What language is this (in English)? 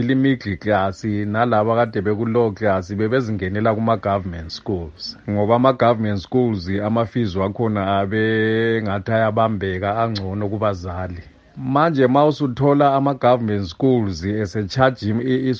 North Ndebele